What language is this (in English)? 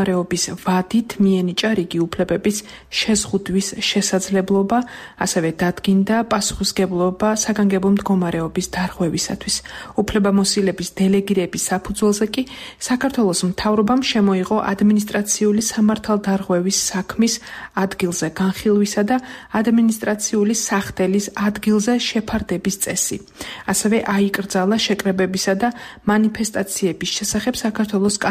Georgian